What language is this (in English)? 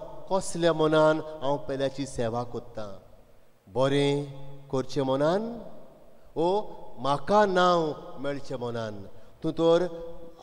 Konkani